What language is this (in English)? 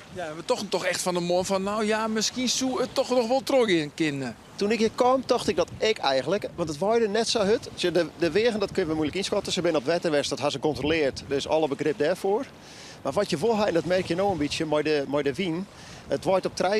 Western Frisian